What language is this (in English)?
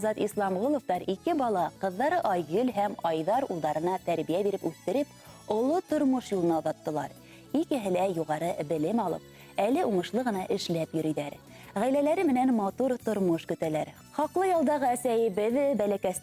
Bashkir